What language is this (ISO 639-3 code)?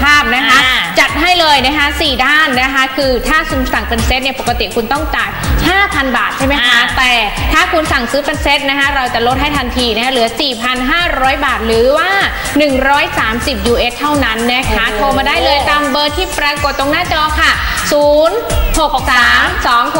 tha